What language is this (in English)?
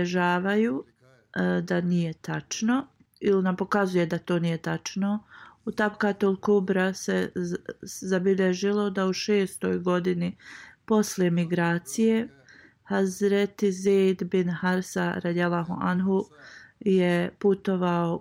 Bosnian